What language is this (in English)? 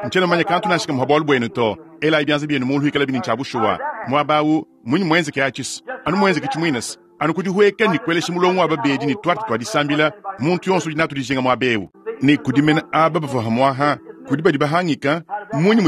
Luba-Lulua